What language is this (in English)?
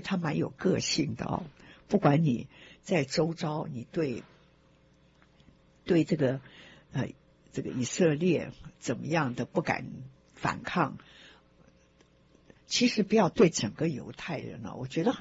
Chinese